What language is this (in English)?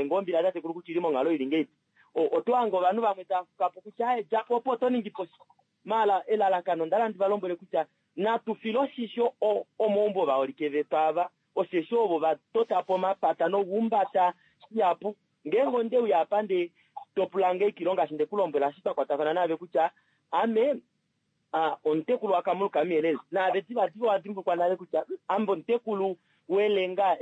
Kuanyama